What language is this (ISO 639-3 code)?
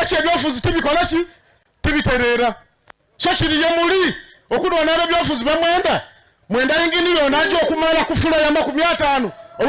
xog